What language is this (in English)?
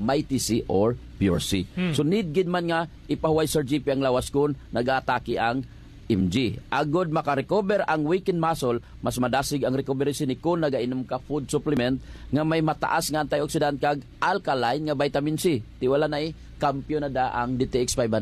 Hiligaynon